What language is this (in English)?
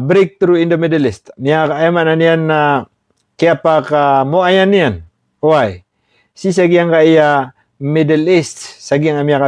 Maranao